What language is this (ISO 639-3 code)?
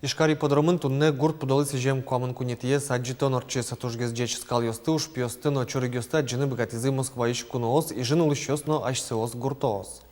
udm